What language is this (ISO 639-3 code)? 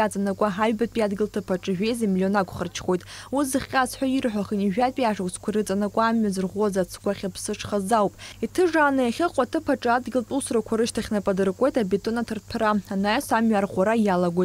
abk